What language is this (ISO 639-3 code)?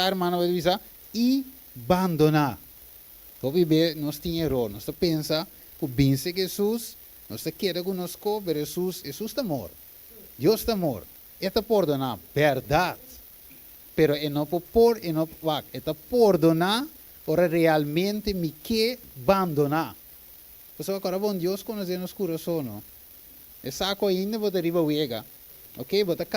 pap